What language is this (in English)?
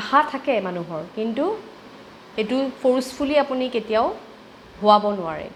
Assamese